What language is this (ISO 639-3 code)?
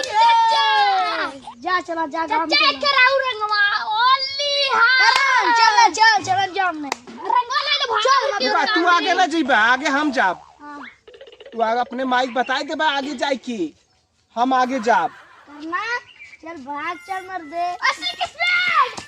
awa